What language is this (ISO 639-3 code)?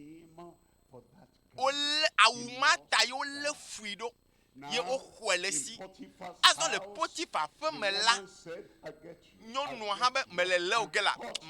ewe